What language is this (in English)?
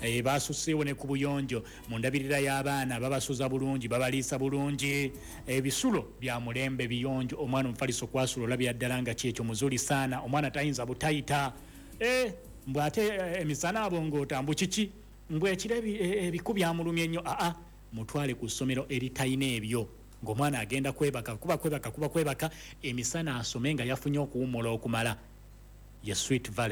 Ganda